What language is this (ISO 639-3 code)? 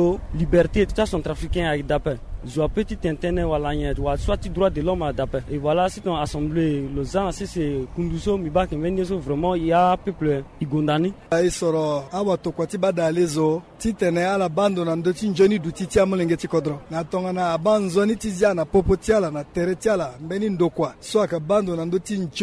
sag